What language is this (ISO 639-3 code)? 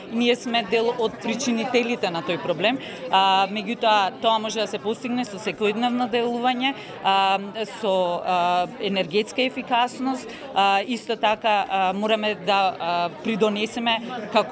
mkd